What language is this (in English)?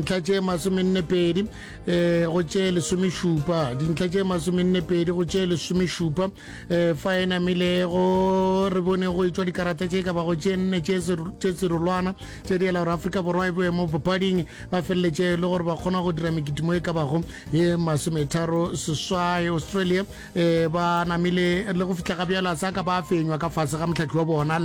Northern Sotho